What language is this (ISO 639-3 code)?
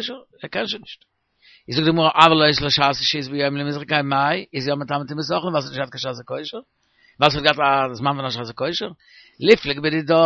yid